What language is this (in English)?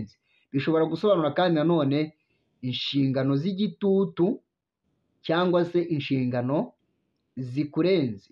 Kinyarwanda